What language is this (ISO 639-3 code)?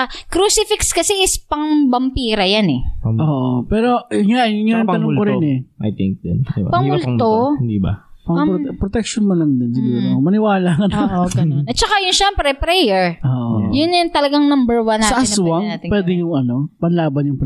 fil